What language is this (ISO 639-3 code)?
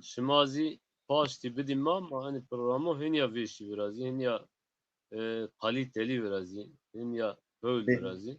zza